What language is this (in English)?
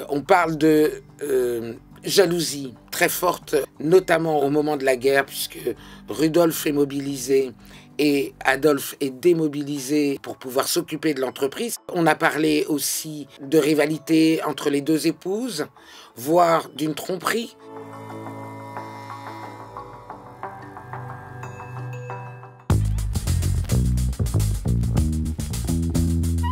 French